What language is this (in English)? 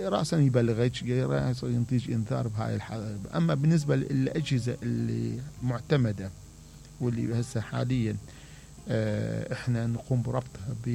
Mesopotamian Arabic